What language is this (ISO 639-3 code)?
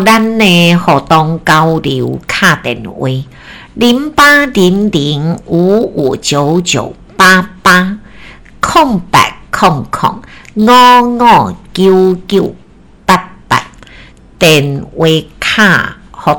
nan